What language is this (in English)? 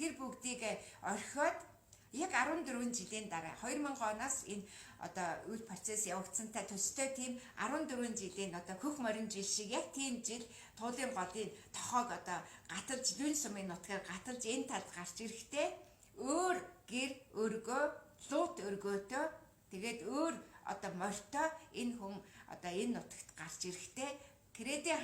Mongolian